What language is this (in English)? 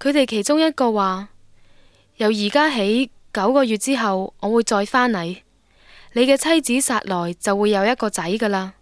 Cantonese